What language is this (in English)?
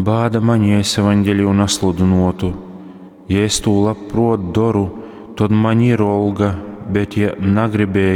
Latgalian